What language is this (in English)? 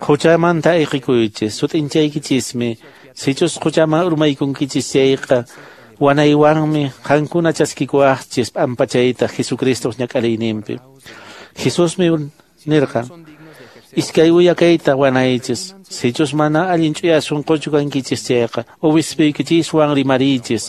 Quechua